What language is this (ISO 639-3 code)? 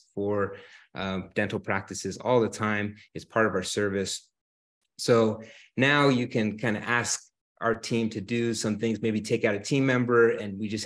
eng